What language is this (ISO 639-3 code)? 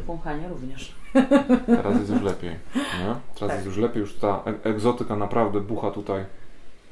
pol